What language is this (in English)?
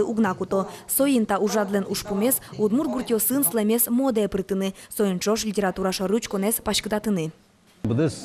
Udmurt